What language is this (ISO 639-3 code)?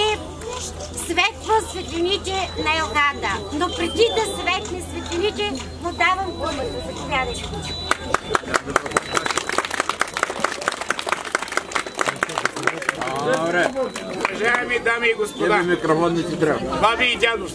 bul